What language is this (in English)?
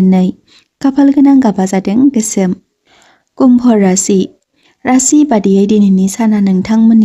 Bodo